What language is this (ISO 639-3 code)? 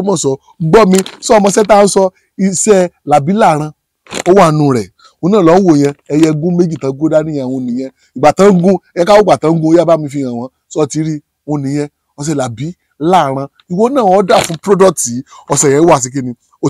yor